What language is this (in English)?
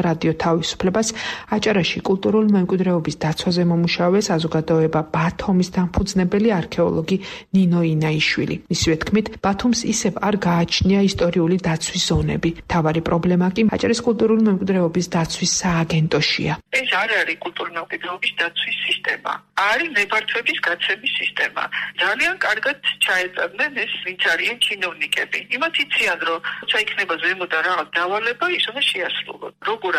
Georgian